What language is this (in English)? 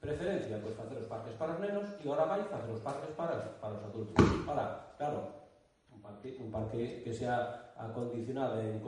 Galician